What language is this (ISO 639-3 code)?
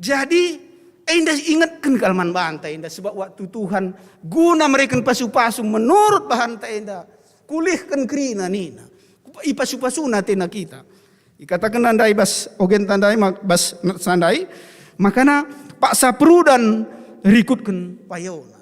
btx